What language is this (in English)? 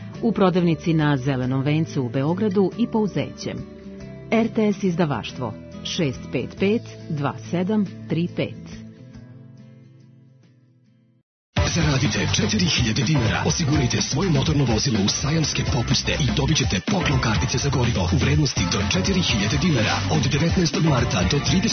Serbian